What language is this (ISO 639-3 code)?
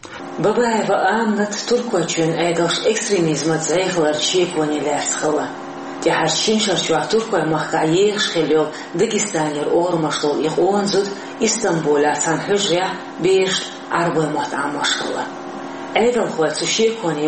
che